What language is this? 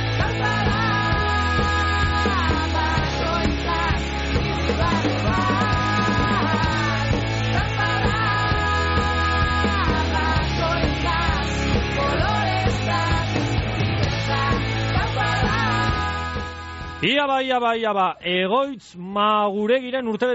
Basque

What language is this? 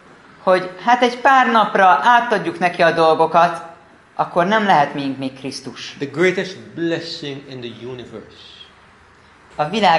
Hungarian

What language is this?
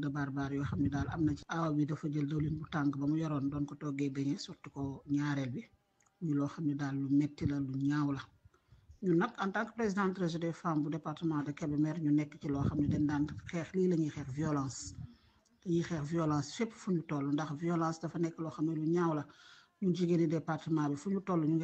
Wolof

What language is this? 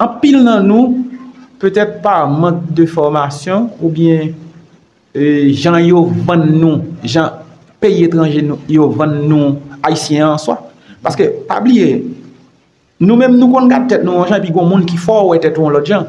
Haitian Creole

